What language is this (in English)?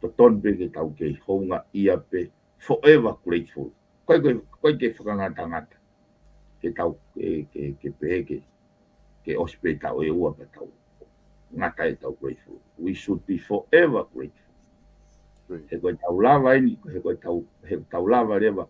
Tongan